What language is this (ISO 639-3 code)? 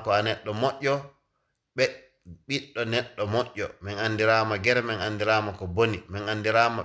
ful